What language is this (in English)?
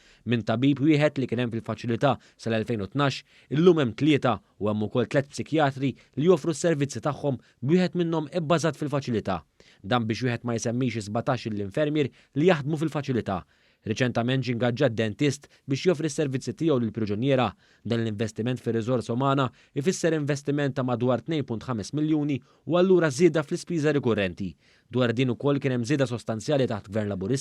Maltese